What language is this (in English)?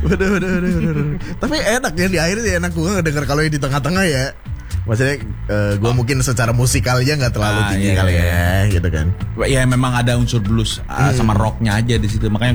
Indonesian